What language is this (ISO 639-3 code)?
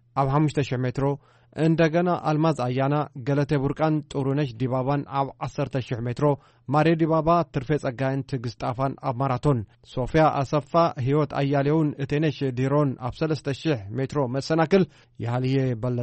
tir